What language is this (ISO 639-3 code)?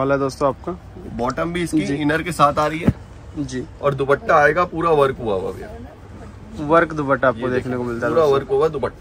hin